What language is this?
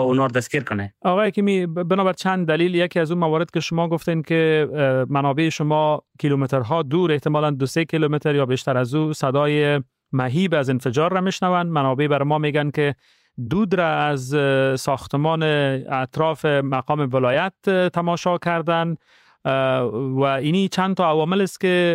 Persian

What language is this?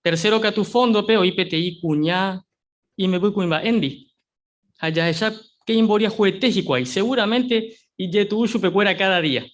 Guarani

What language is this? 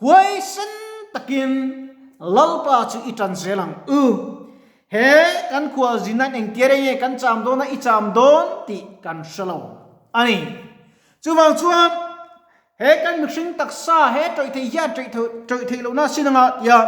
Mizo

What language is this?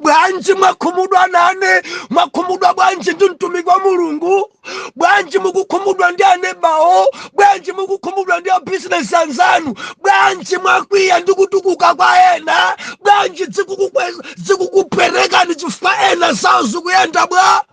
Nyanja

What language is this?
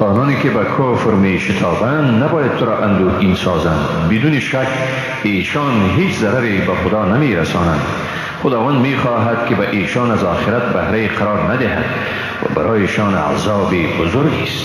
Persian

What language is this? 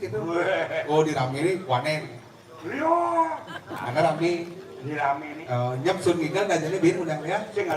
Balinese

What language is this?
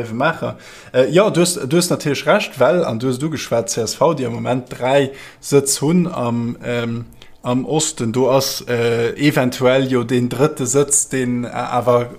Luxembourgish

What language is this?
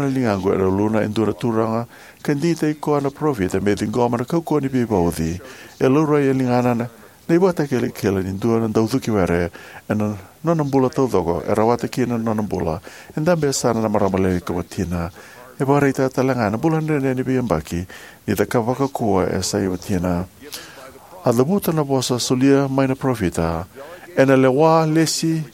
Fijian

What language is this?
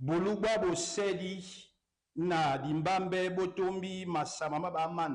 Duala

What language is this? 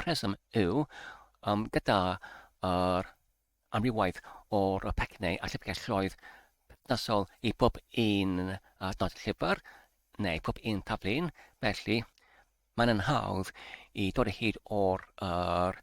Welsh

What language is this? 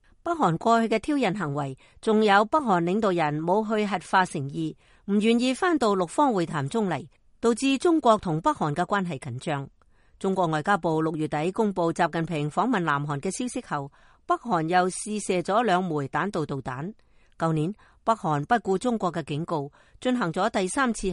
Cantonese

